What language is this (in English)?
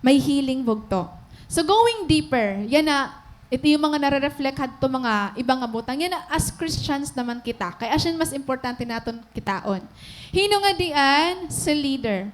Waray